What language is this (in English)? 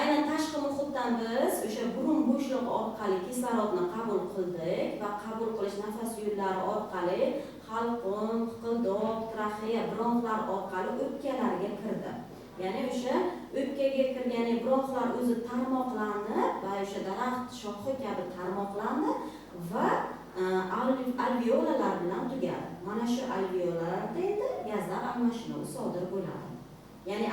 Uzbek